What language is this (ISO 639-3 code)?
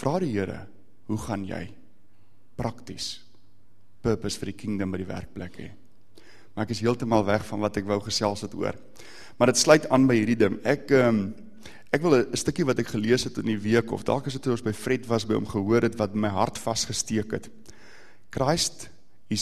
afr